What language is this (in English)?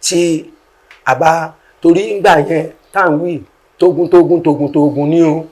Yoruba